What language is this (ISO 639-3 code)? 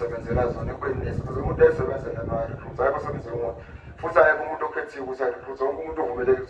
zul